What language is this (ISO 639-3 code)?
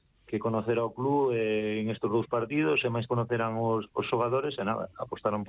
glg